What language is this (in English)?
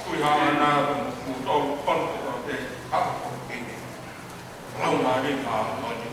Tongan